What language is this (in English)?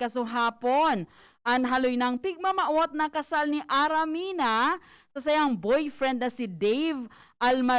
Bikol